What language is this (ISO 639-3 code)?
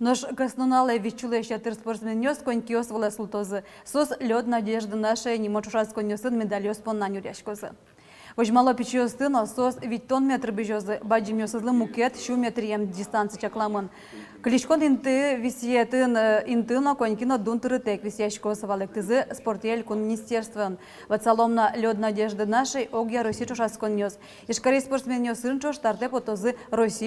udm